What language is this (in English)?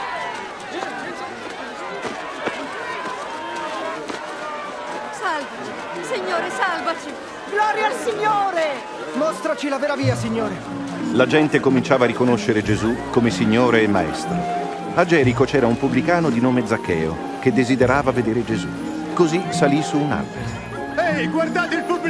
Italian